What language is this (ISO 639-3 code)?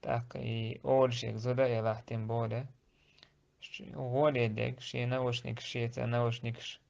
che